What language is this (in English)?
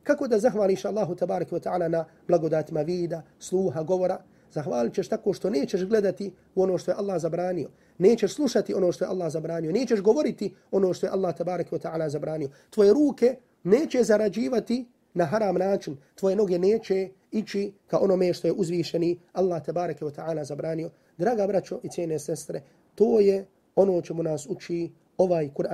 Bosnian